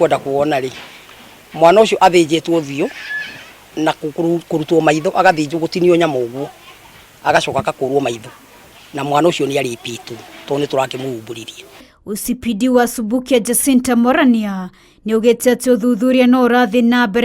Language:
Kikuyu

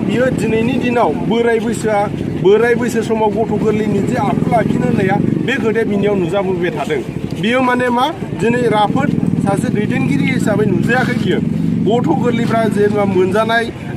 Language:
Bodo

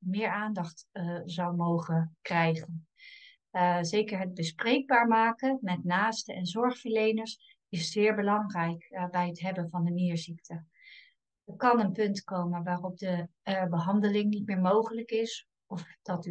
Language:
Dutch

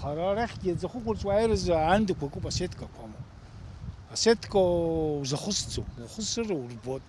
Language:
Abkhazian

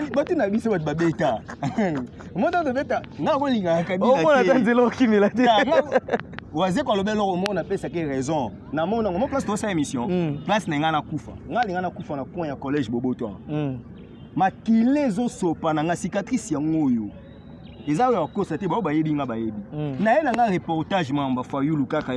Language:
Lingala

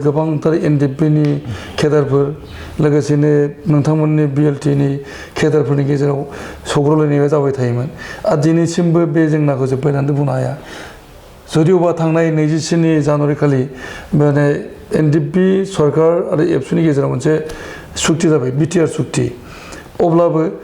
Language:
Bodo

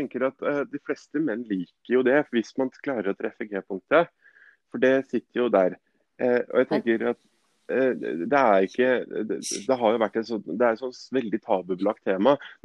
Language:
Norwegian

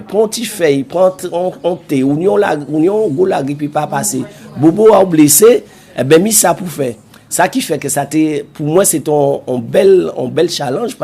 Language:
Guadeloupean Creole French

